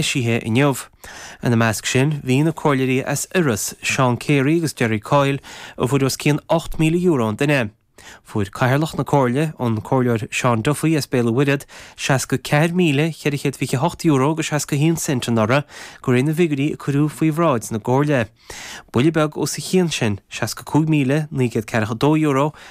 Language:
Irish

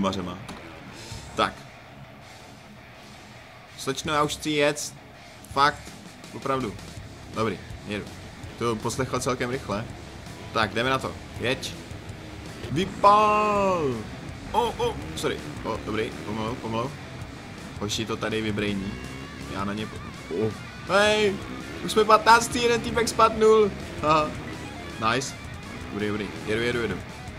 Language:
Czech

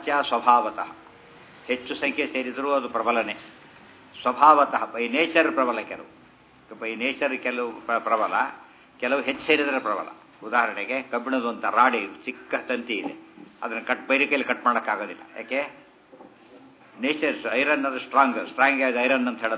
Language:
Kannada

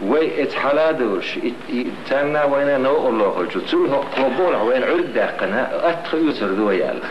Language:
Chechen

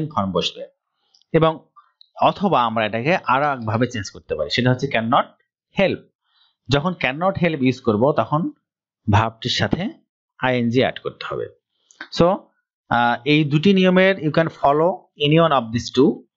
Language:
Bangla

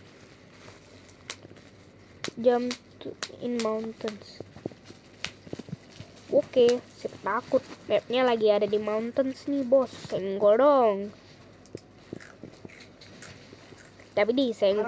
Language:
Indonesian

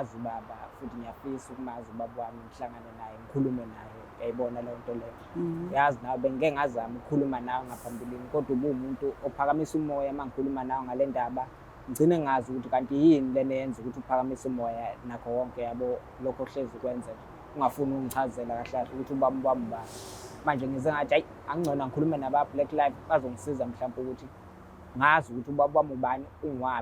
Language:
Zulu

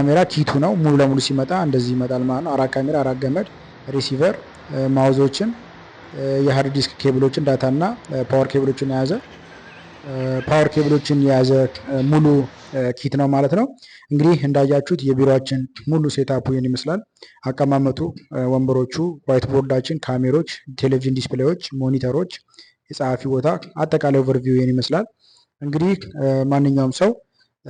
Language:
Amharic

